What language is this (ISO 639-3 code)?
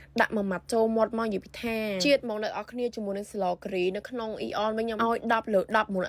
khm